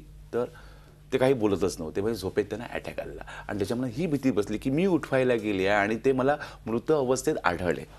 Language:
Marathi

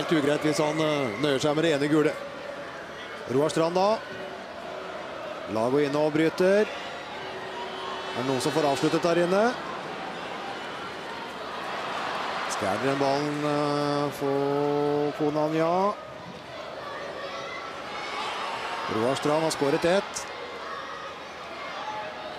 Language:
Norwegian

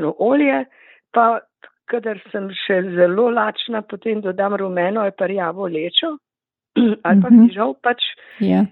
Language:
Slovenian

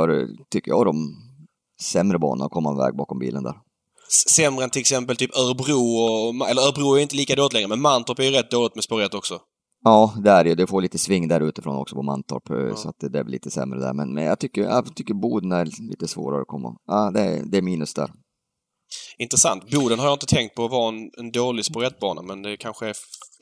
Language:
Swedish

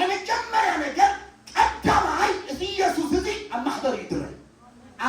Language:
Tigrinya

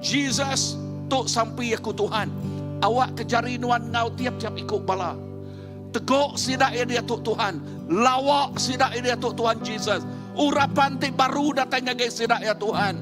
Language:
Iban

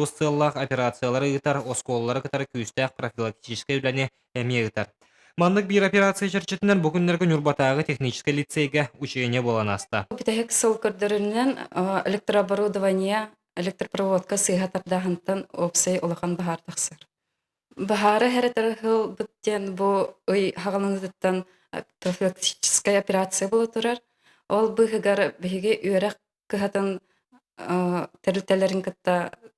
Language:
Yakut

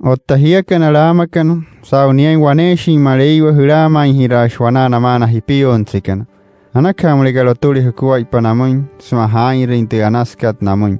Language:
Wayuu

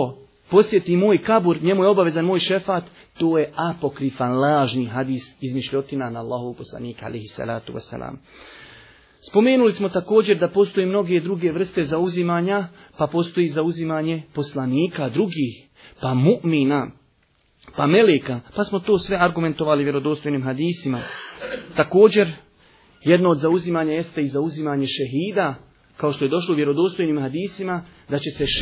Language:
Bosnian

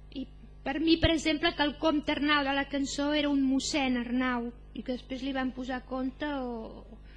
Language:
Catalan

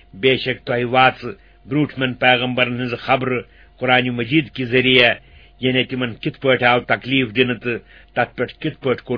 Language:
Kashmiri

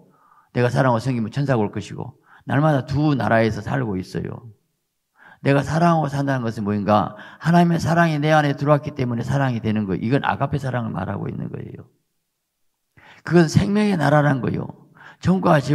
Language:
Korean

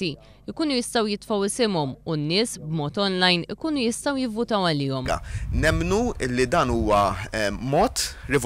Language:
Maltese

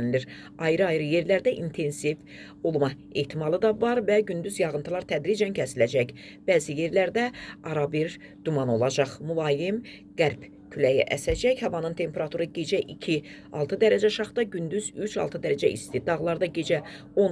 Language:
Azerbaijani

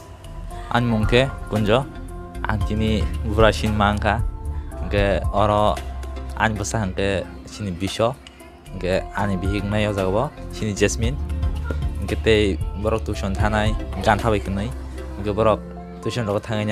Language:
Kok Borok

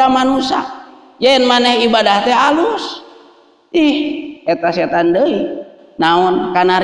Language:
Sundanese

